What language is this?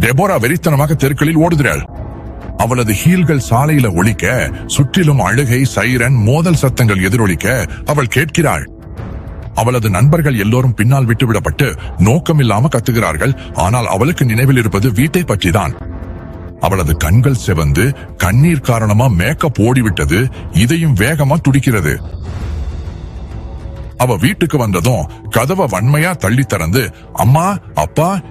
Tamil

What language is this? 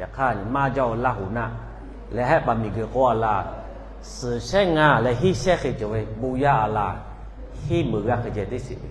Lahu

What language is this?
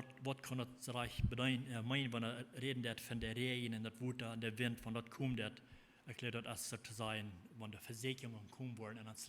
Plautdietsch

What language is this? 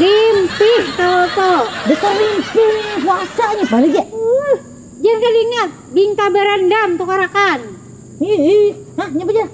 Banjar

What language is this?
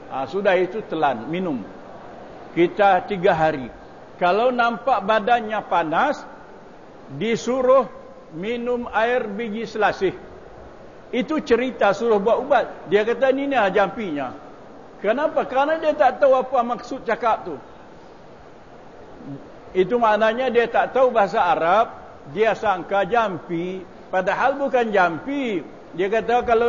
Malay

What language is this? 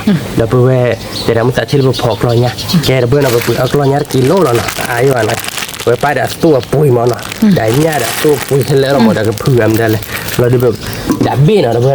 S'gaw Karen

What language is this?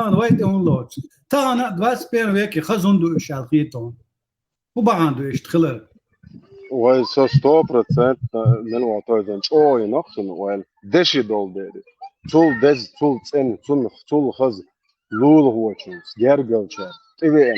Chechen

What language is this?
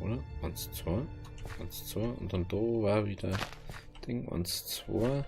Bavarian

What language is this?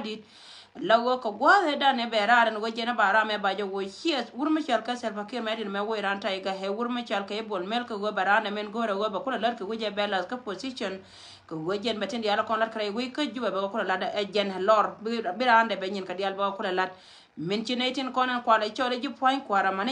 Nuer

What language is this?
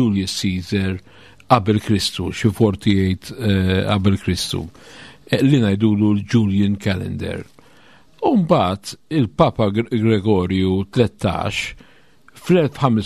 Maltese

